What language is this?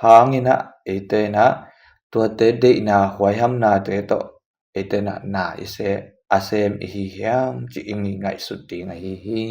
Tedim Chin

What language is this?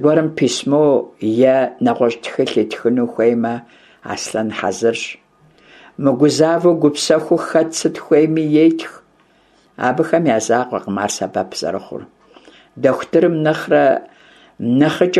Kabardian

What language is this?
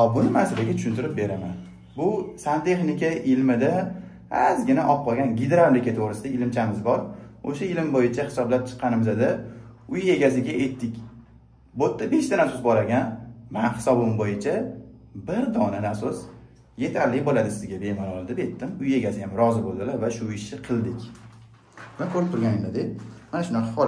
Uzbek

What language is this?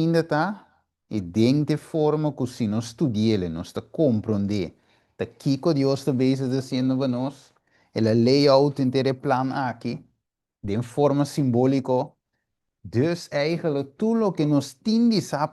Papiamento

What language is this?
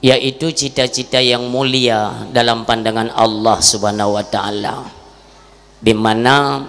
Achinese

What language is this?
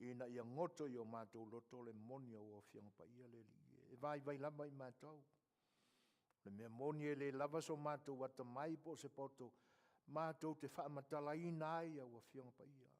Samoan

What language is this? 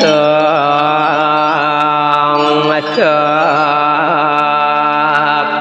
Balinese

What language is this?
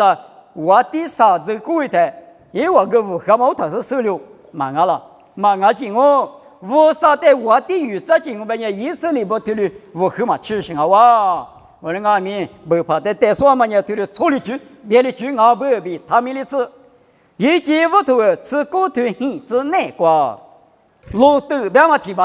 Lisu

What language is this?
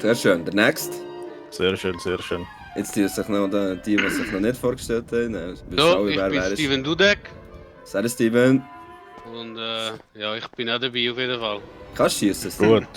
Swiss German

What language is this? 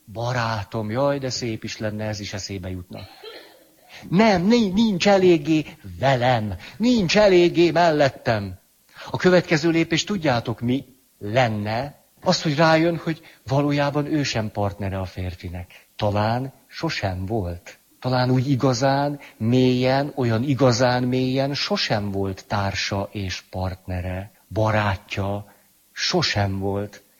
Hungarian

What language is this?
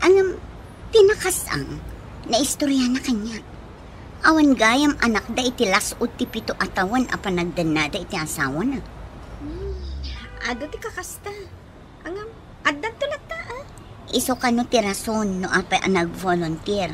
Iloko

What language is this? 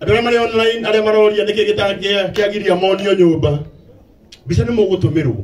Kikuyu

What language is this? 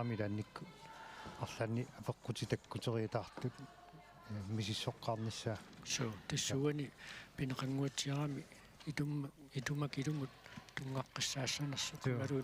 Kalaallisut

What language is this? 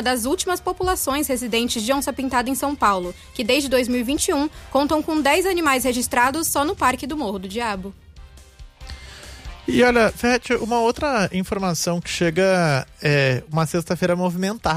Portuguese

